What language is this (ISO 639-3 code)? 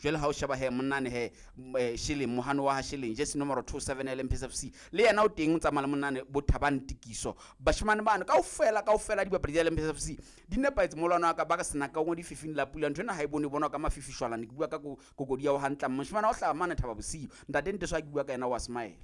sot